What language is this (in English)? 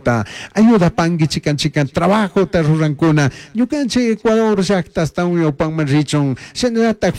Chimborazo Highland Quichua